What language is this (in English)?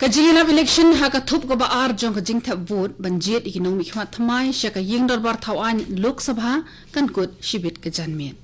Khasi